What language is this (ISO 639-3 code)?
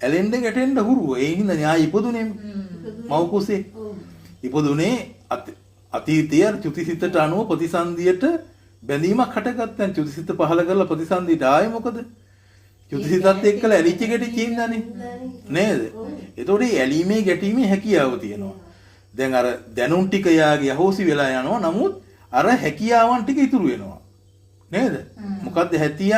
sin